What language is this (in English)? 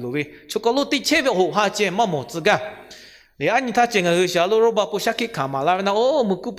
Lahu